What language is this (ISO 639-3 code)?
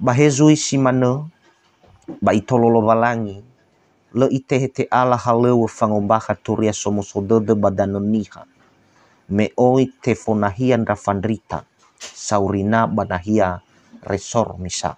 nia